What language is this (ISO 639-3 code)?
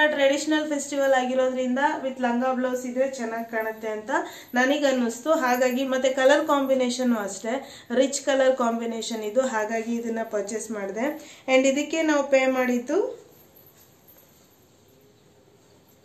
kan